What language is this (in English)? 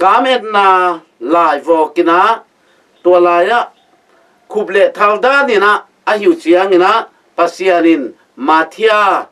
Tedim Chin